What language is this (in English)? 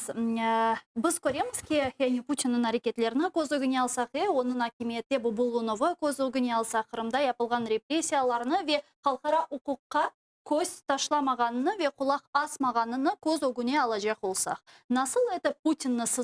Crimean Tatar